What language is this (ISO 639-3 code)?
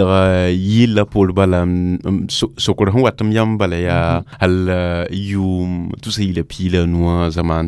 mos